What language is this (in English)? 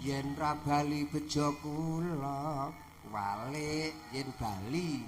Javanese